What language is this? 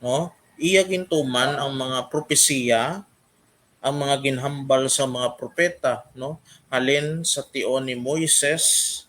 Hiligaynon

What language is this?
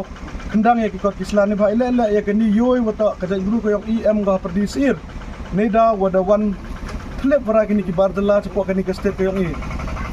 Khasi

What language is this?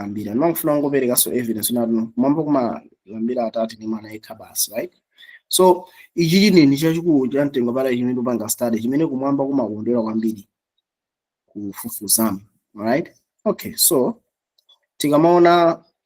Nyanja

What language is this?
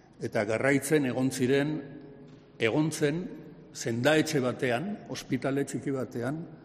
Basque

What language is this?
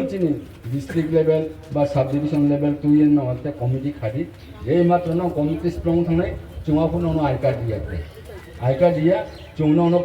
Riang (India)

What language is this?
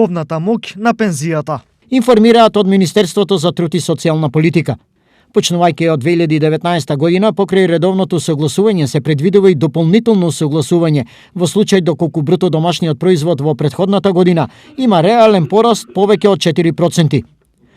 Macedonian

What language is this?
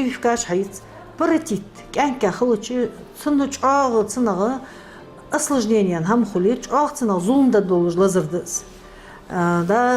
Ingush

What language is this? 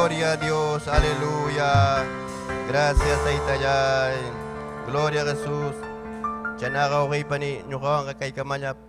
Ayacucho Quechua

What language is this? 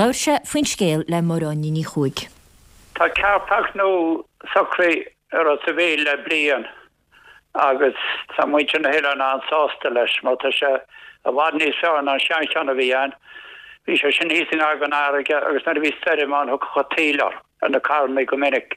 Irish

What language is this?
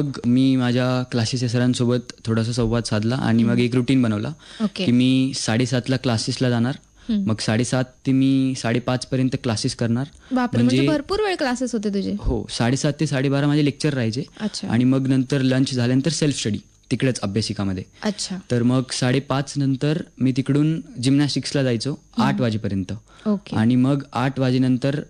Marathi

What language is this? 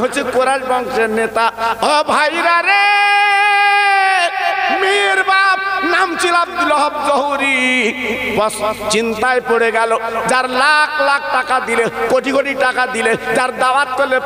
Bangla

